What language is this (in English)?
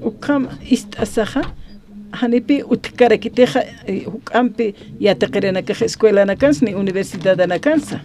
Aymara